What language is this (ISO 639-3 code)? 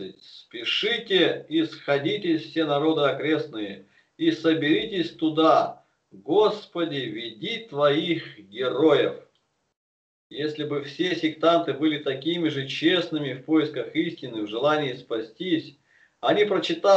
rus